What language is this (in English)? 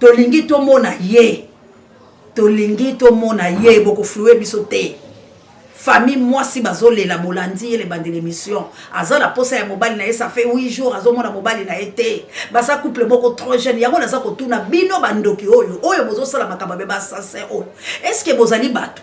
Lingala